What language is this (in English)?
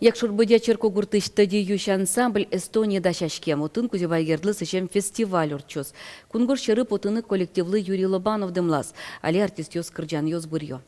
Udmurt